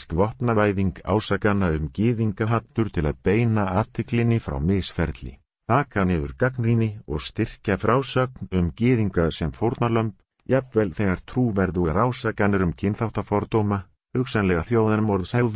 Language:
Icelandic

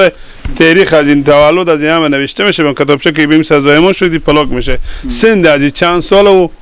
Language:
Persian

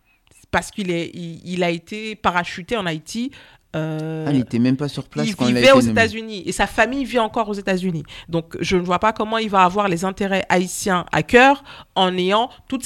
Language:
French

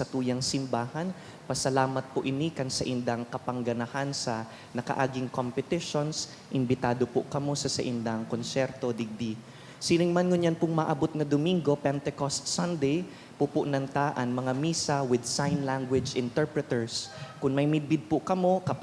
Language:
Bikol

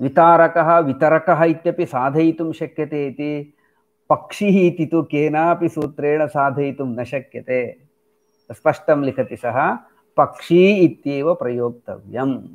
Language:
Sanskrit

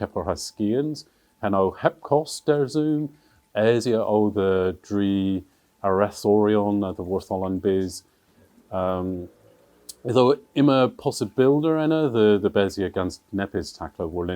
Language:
Cornish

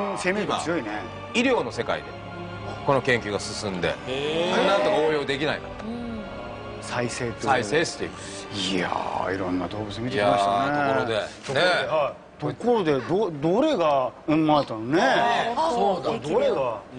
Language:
Japanese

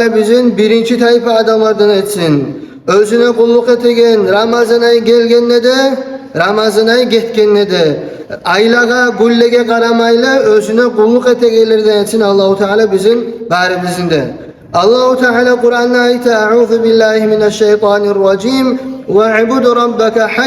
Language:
Kumyk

